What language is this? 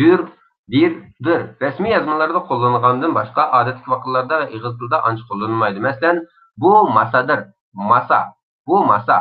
Uyghur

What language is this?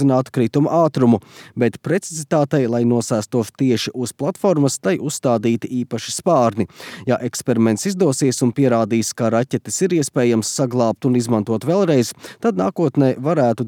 Latvian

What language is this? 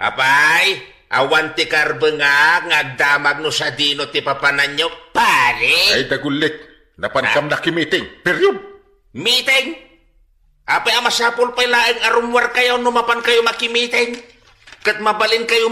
Iloko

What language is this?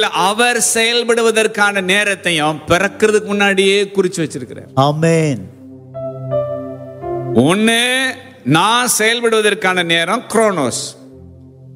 Tamil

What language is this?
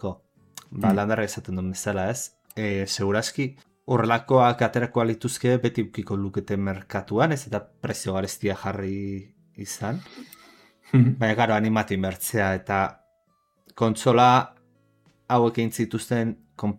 Basque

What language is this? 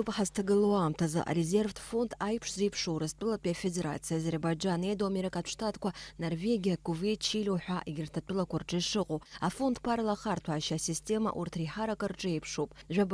Abkhazian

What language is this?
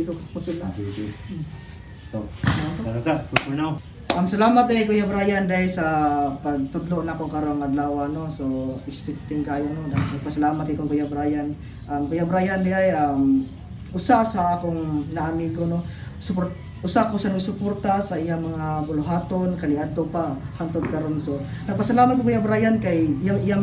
Cebuano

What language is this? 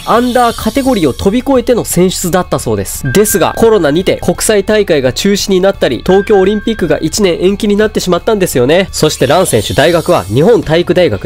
Japanese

